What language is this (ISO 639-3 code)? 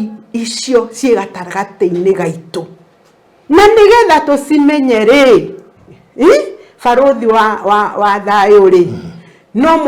kik